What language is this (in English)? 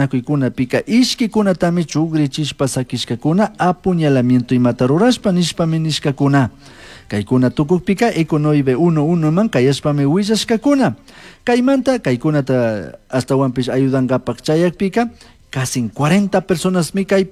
Chimborazo Highland Quichua